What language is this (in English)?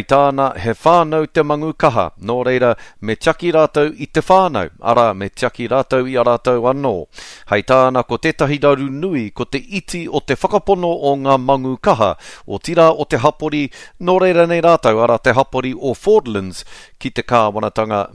Māori